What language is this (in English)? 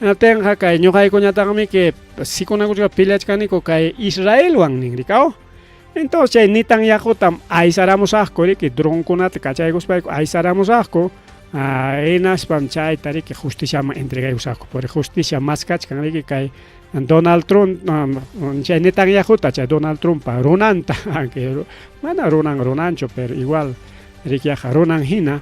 Ayacucho Quechua